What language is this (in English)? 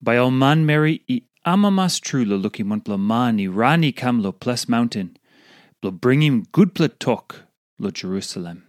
Tok Pisin